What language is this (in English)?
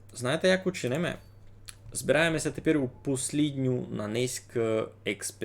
Rusyn